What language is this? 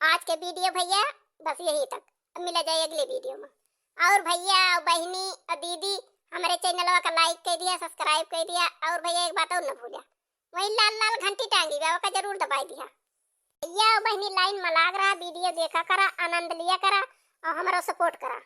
Awadhi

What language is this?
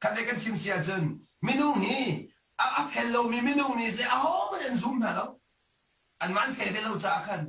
Hakha Chin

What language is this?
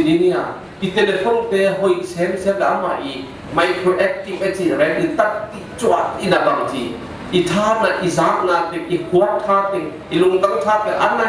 Tedim Chin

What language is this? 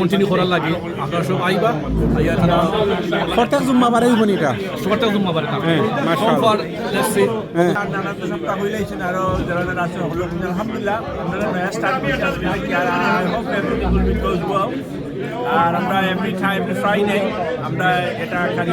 Sylheti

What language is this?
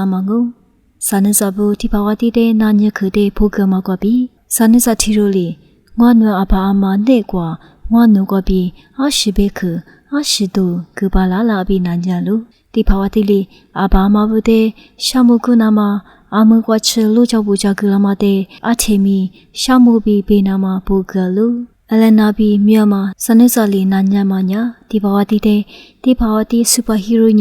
Lisu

